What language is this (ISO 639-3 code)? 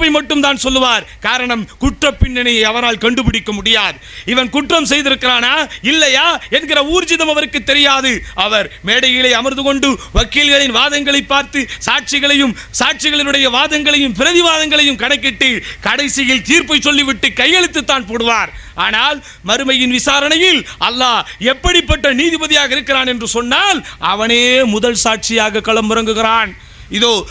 tam